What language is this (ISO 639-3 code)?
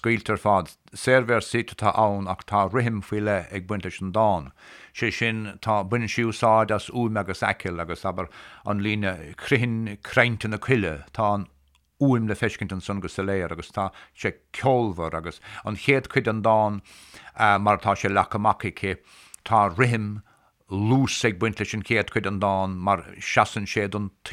gle